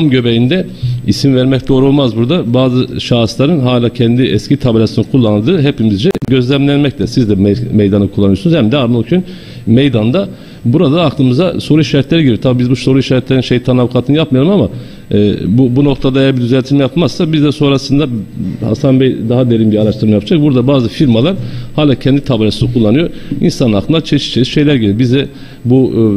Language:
Turkish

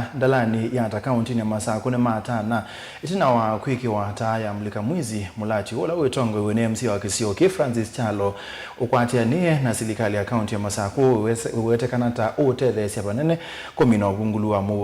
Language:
Kamba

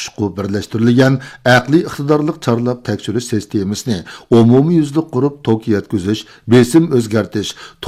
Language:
Uyghur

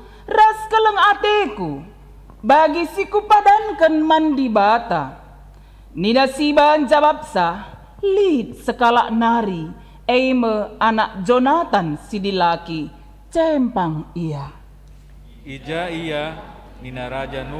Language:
Batak Karo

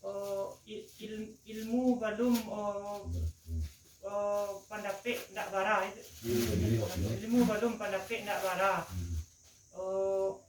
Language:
Minangkabau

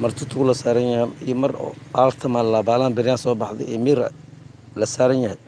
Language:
Somali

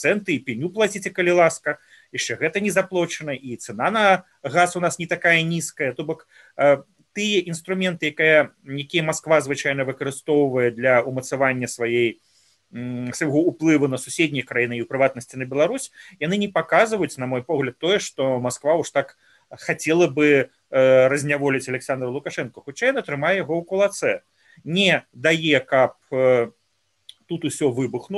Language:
Belarusian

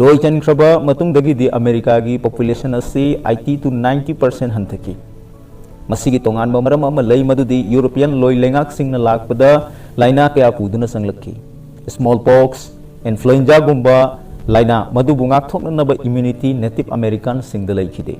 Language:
Manipuri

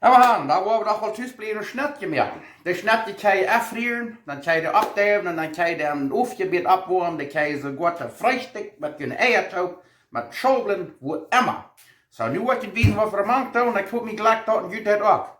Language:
Plautdietsch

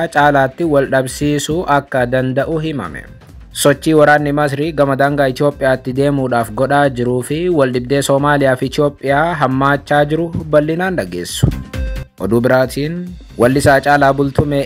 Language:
Oromo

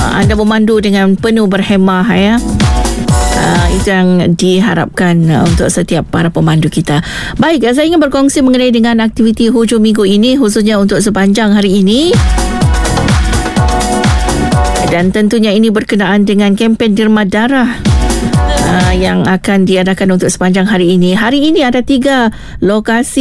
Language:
Malay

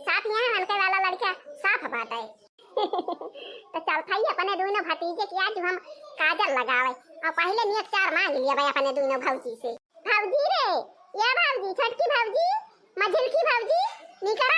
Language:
Awadhi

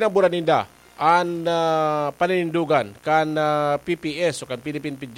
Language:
Bikol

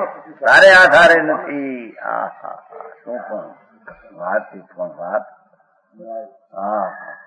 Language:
Gujarati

